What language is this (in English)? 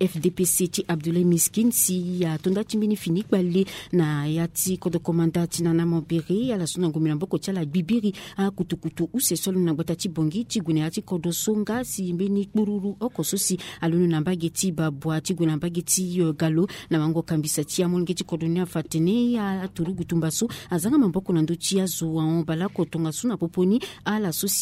Sango